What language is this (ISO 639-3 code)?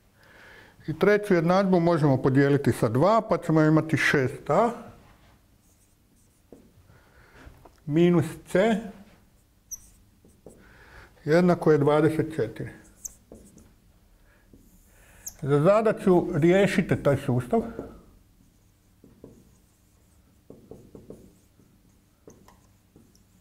hrv